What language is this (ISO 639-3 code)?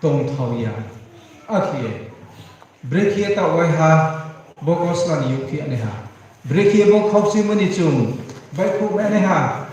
ria